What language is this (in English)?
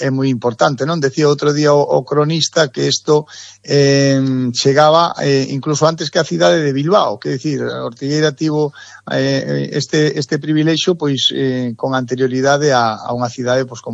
Galician